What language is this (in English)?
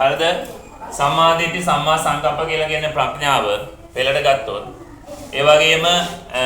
Sinhala